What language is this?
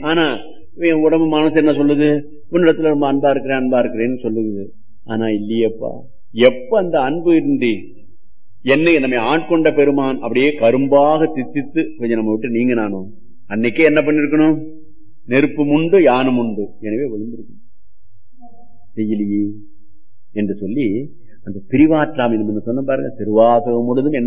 Tamil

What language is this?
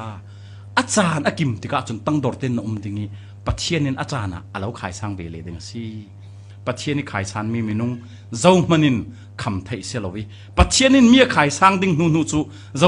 Falam Chin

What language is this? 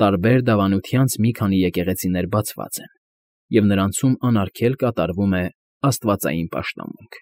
Armenian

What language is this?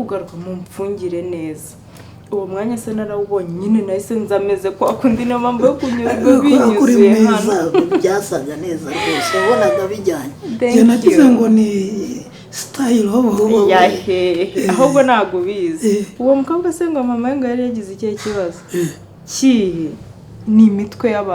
Kinyarwanda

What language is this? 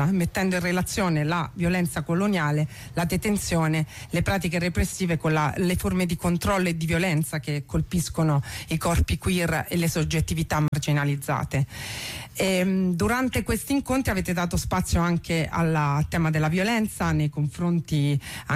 Italian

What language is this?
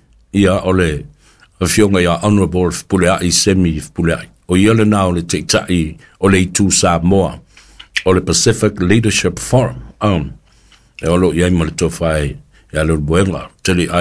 Samoan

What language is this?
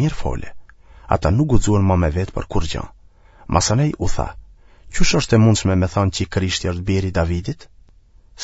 Albanian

